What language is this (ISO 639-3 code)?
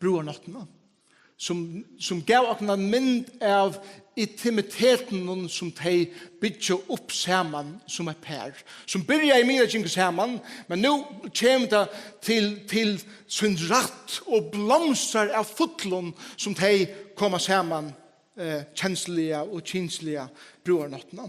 fao